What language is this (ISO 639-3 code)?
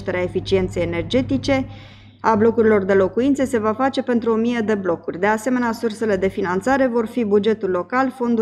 ron